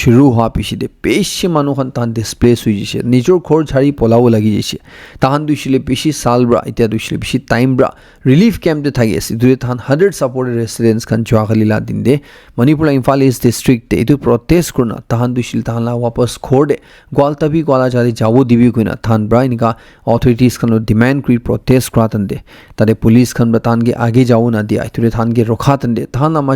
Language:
Naga Pidgin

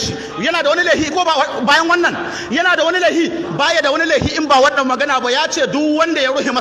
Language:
Hausa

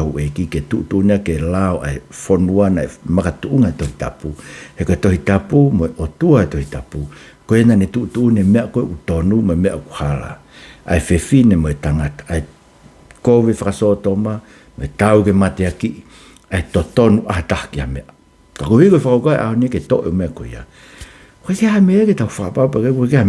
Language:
Tongan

